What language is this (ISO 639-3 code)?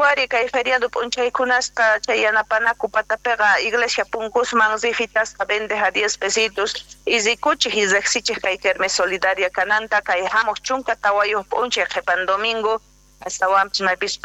que